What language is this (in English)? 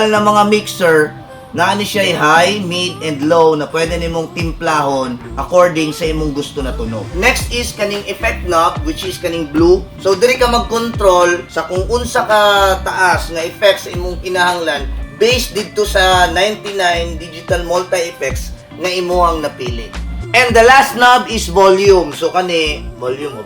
Cebuano